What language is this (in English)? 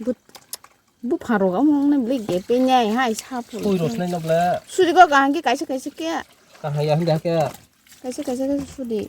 Kok Borok